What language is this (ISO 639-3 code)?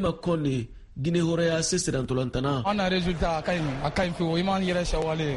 bam